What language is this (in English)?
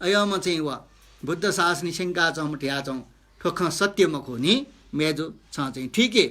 Newari